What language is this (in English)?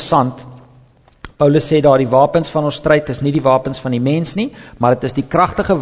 Afrikaans